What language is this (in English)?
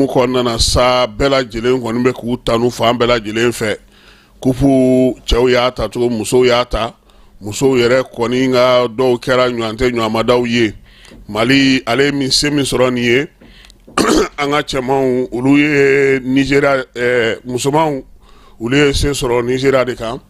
Bambara